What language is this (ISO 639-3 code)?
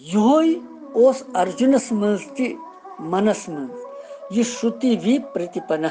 kas